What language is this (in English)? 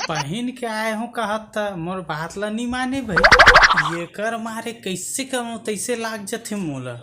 Chhattisgarhi